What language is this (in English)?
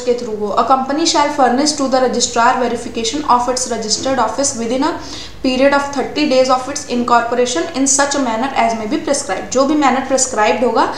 Hindi